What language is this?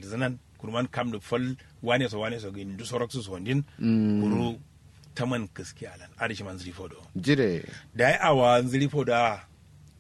Kanuri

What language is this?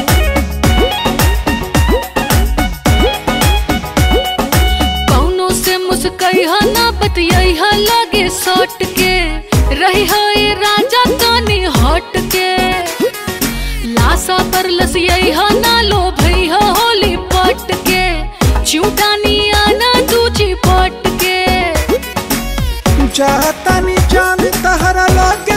Bhojpuri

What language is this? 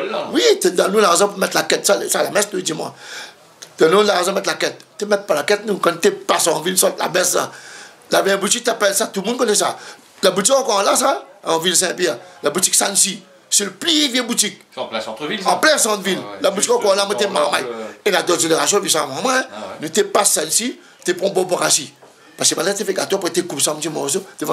Réunion Creole French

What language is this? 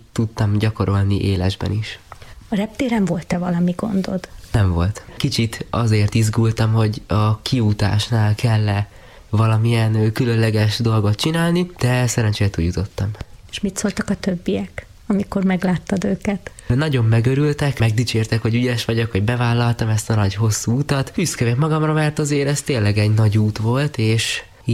Hungarian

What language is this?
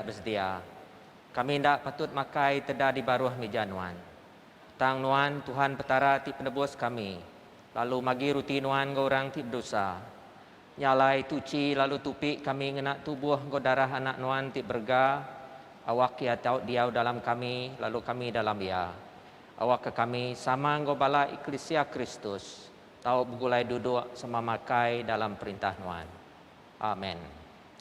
Iban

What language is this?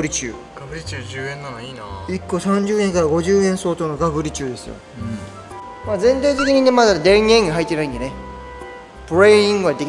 Japanese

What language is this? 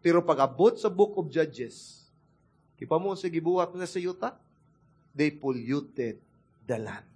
Cebuano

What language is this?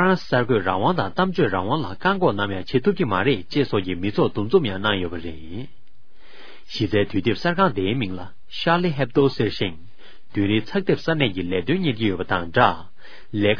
Tibetan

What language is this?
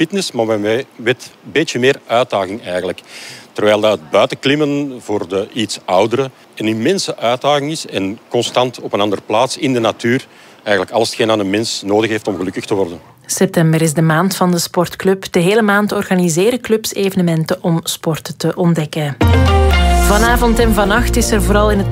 Dutch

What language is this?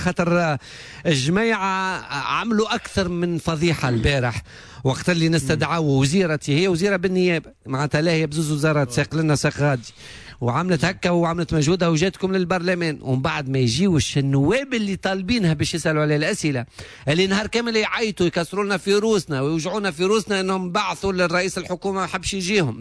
Tunisian Arabic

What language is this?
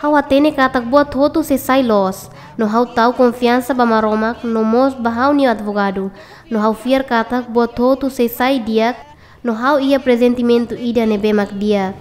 Tetum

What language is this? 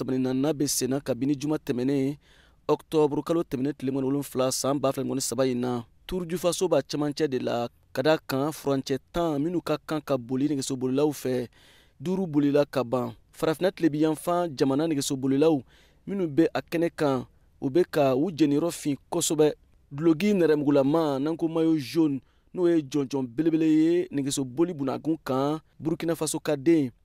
Bambara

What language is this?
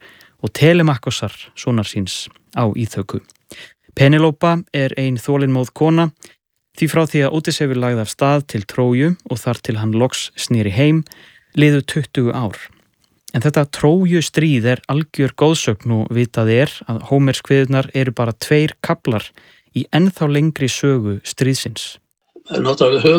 Icelandic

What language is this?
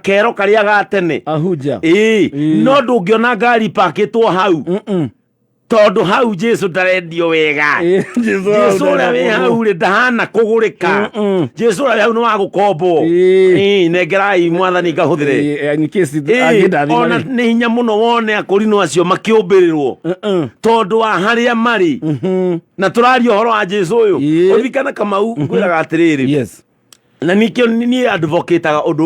Kikuyu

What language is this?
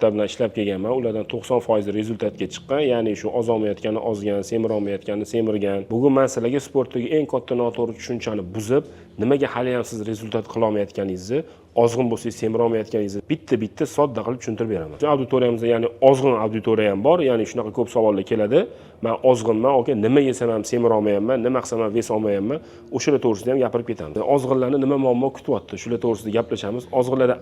Uzbek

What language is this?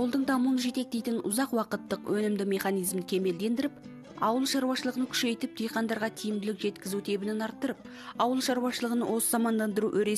Kazakh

